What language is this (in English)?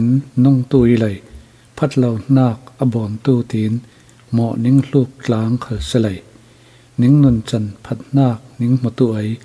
Falam Chin